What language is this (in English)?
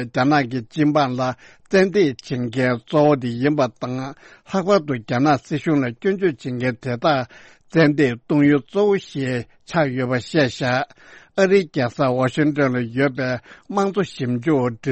Tibetan